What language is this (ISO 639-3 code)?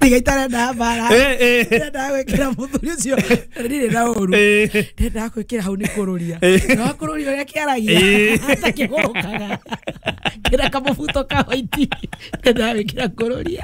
kik